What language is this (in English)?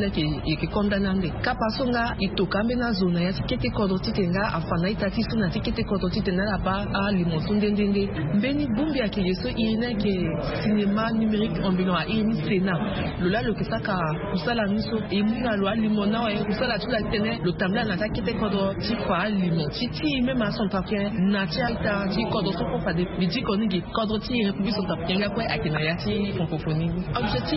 Sango